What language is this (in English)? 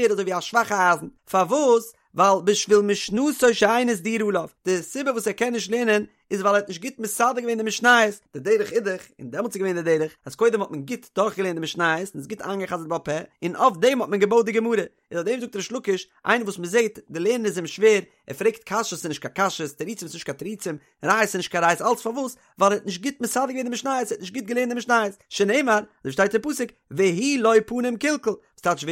Yiddish